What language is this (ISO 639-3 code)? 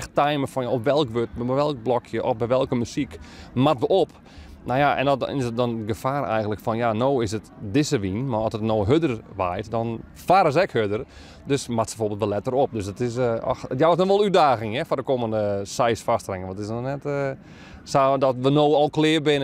fry